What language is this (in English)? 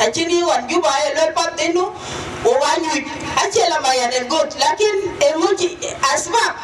Dinka